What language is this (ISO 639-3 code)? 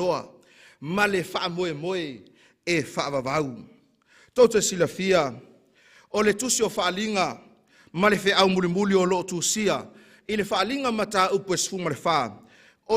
smo